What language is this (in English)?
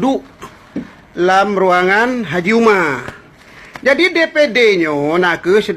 Achinese